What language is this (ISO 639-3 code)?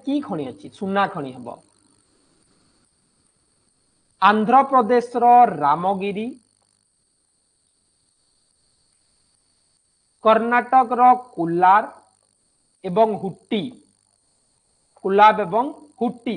ori